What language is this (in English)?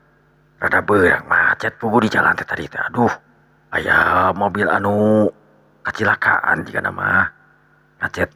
Sundanese